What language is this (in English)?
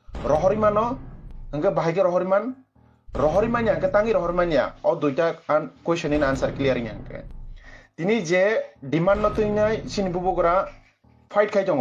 Kok Borok